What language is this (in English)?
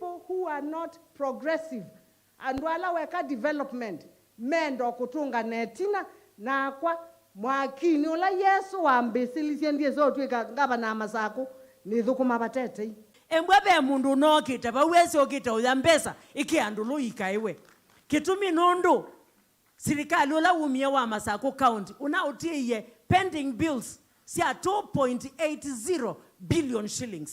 Kamba